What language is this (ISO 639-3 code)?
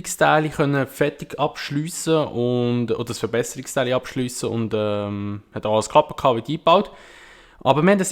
gsw